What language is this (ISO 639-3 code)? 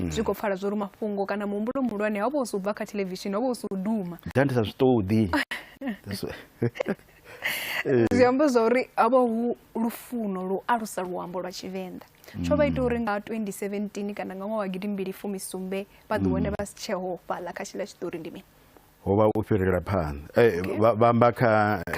ven